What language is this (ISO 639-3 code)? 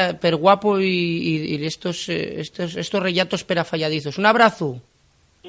ast